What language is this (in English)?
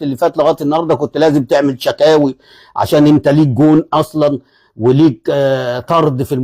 Egyptian Arabic